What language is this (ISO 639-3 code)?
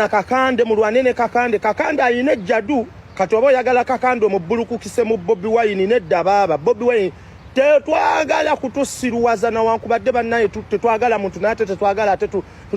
lug